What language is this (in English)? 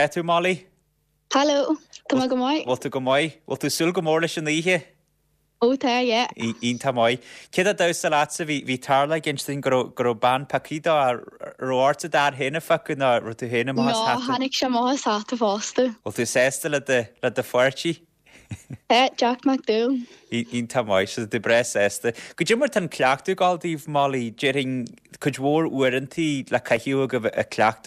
Irish